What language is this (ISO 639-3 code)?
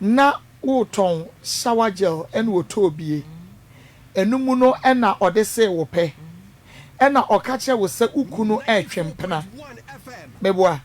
aka